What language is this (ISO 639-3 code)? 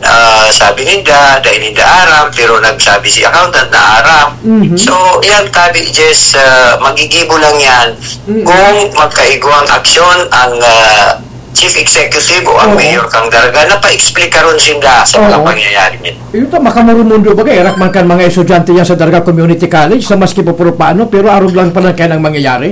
bik